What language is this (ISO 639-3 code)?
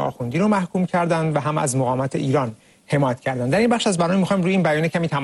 fas